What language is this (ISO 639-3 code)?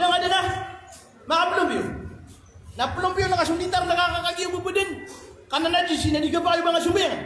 mrw